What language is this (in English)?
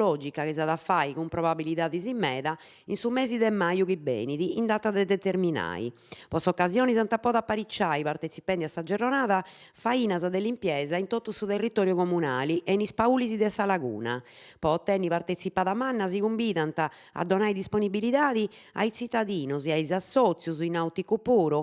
Sardinian